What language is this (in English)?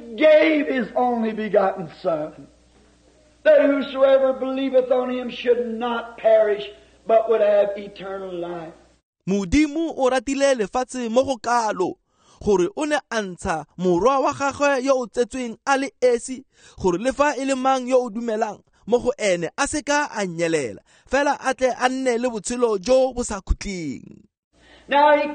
Tswana